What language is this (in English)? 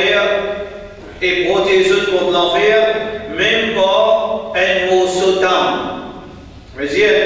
Morisyen